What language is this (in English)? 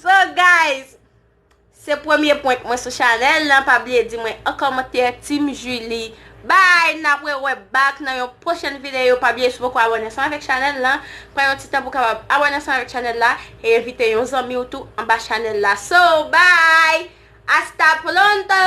Haitian Creole